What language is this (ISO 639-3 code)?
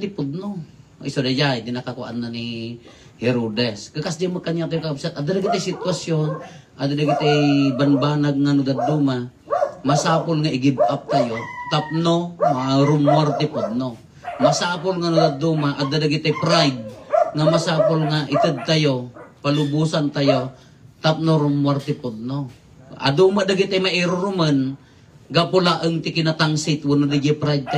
ilo